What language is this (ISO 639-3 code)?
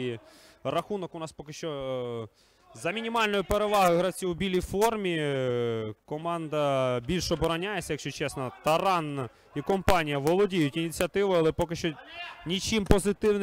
ukr